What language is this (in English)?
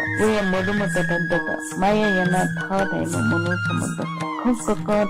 Newari